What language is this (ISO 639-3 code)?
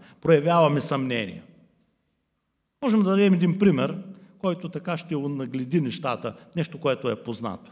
bul